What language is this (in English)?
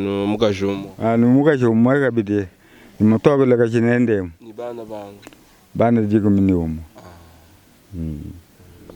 Luba-Lulua